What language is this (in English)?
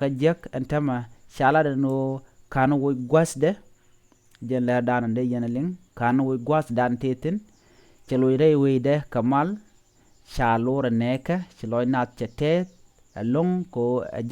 Nuer